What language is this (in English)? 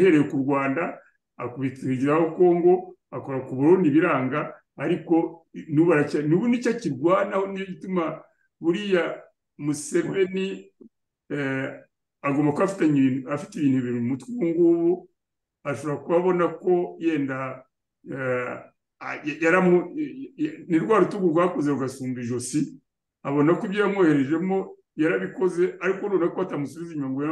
Kinyarwanda